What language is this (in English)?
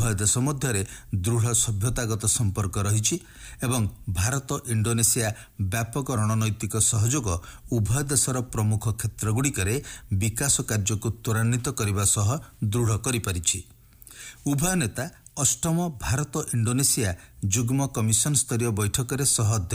Odia